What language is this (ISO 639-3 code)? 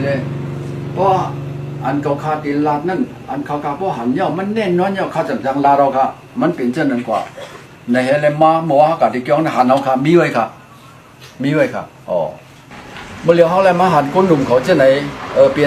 shn